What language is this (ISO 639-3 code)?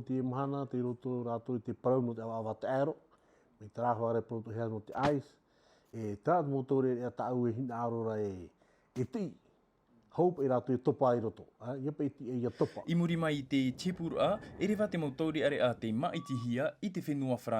tah